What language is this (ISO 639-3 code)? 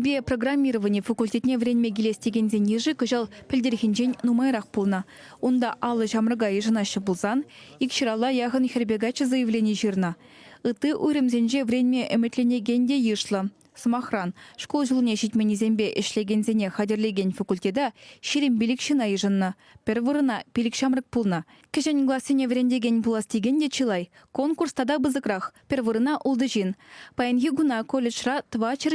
chv